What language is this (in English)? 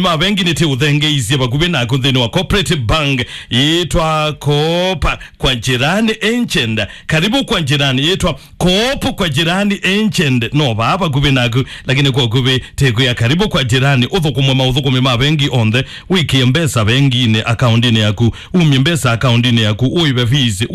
Kamba